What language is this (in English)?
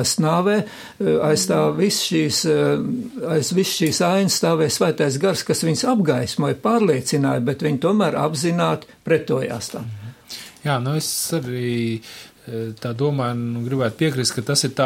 Latvian